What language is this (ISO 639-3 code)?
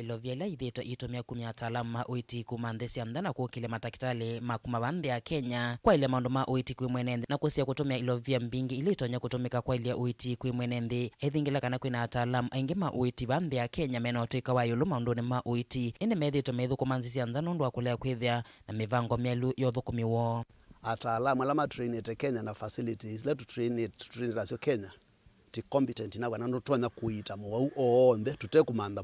kam